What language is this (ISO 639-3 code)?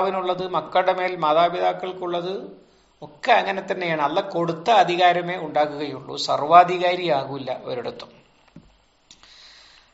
mal